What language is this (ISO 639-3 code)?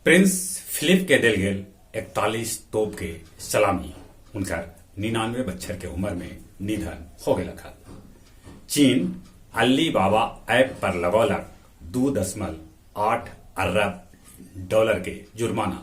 mag